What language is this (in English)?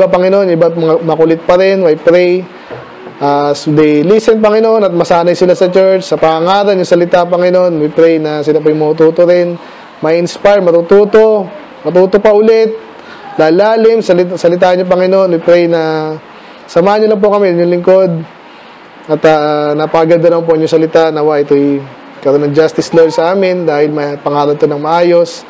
Filipino